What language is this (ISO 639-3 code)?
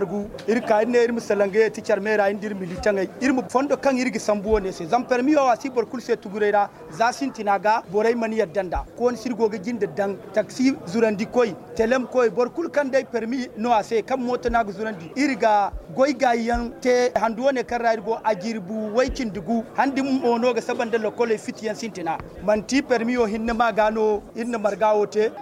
dje